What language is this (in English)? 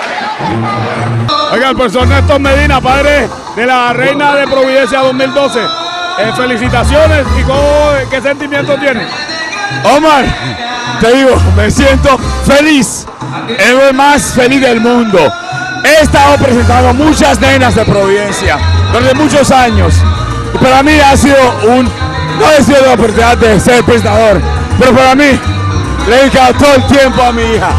Spanish